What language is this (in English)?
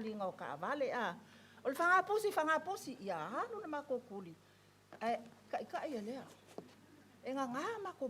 Samoan